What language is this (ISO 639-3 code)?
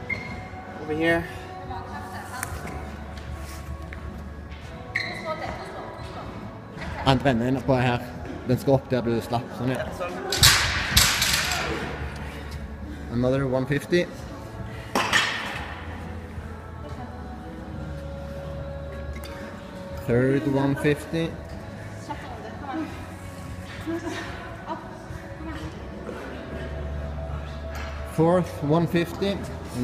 nor